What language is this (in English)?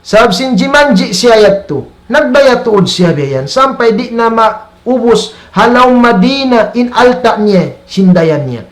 Tausug